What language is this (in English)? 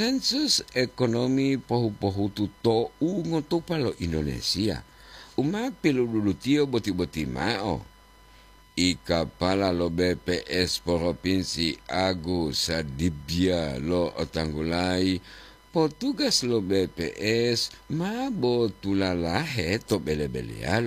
Gorontalo